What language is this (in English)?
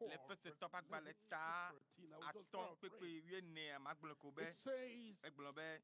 Ewe